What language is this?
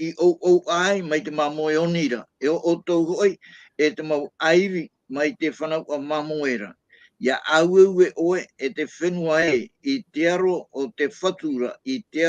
Tahitian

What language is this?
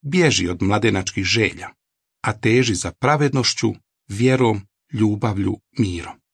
Croatian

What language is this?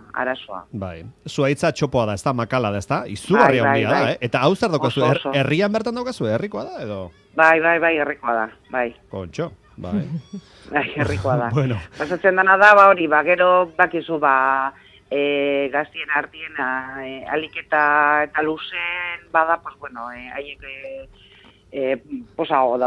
Basque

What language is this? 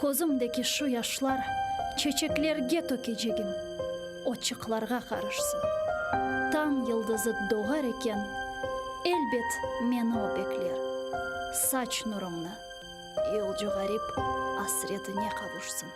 Crimean Tatar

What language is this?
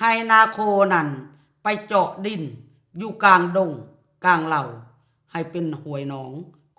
Lao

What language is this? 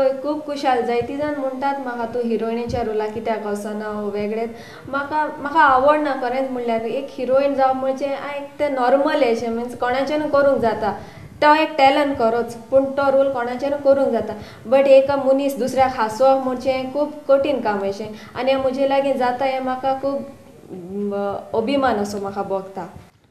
Konkani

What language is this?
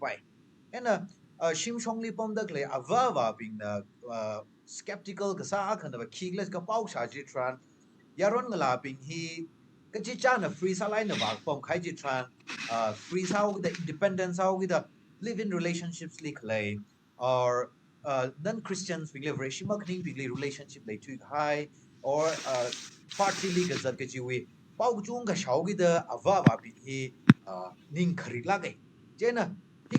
Tangkhul Naga (India)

